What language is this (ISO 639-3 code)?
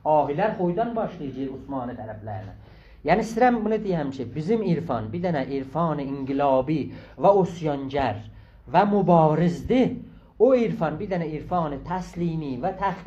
azb